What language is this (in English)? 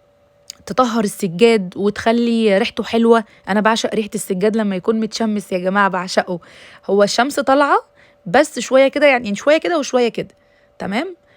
Egyptian Arabic